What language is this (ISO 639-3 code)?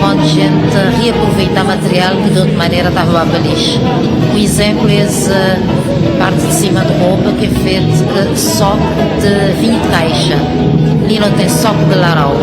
kea